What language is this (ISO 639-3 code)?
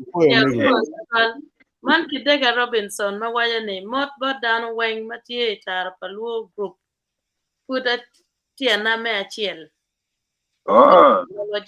ach